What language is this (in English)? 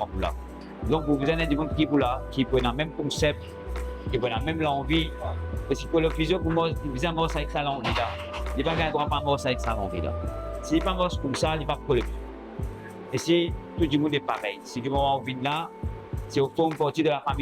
Morisyen